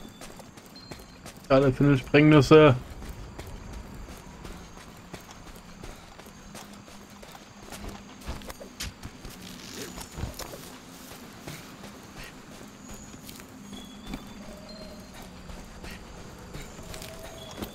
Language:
German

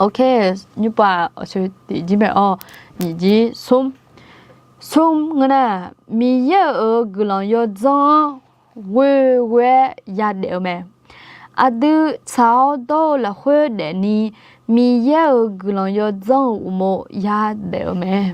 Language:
Akha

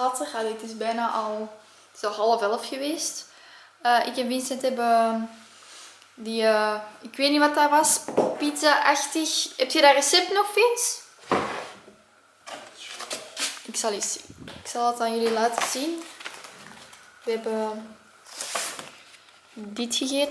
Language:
Dutch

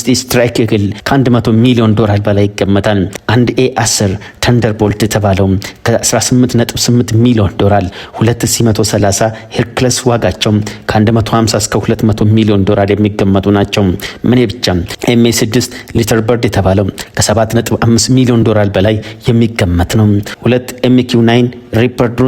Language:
Amharic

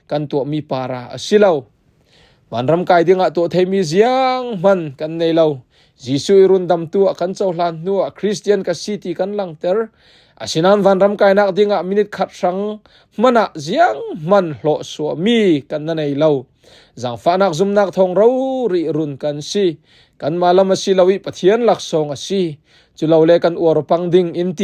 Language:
Falam Chin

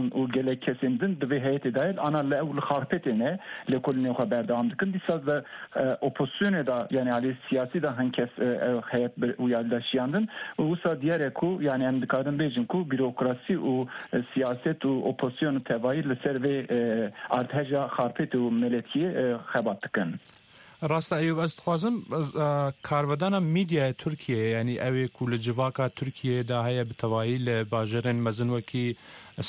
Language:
Kurdish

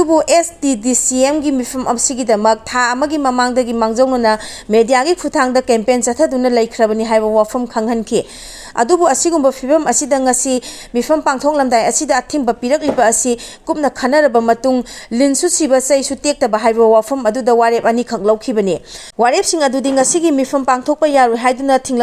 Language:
Manipuri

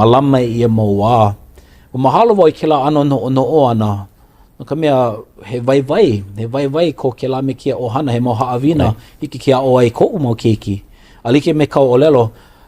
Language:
Hawaiian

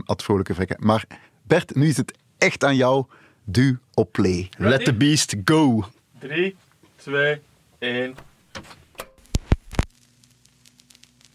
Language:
Dutch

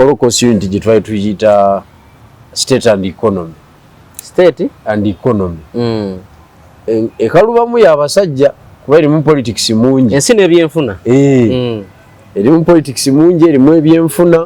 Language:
Ganda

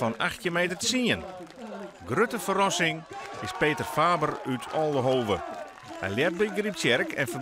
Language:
Western Frisian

